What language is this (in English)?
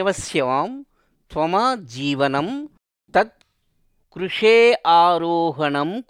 Sanskrit